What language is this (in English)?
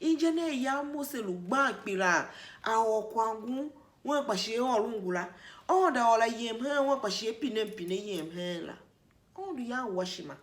Tiv